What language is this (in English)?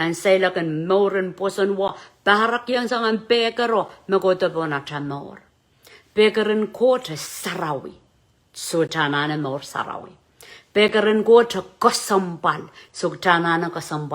Pohnpeian